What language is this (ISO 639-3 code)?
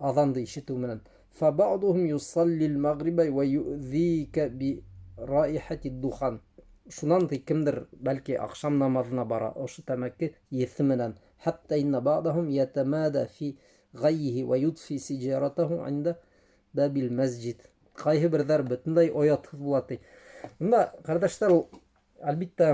bak